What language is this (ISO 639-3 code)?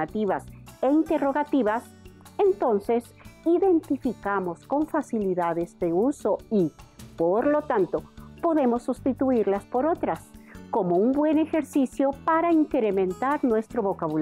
spa